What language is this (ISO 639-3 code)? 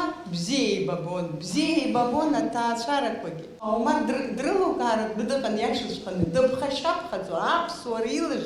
abk